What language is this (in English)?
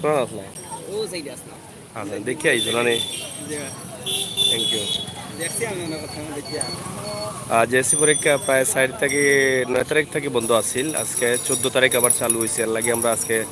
Sylheti